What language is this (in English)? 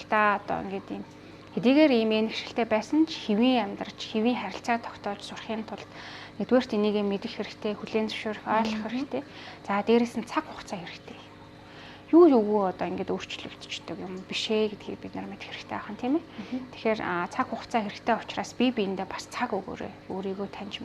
Mongolian